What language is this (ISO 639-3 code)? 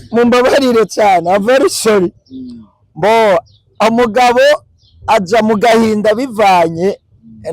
run